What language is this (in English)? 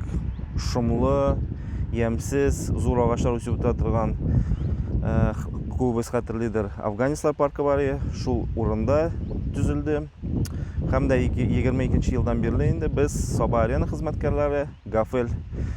Tatar